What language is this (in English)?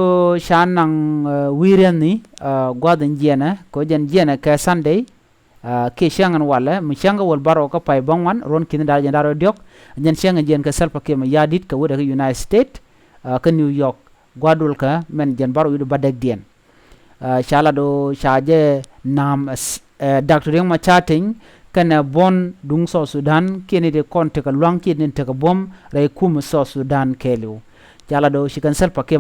Nuer